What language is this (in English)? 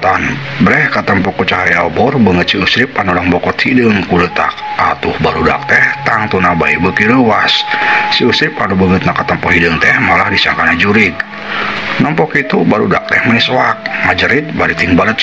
Sundanese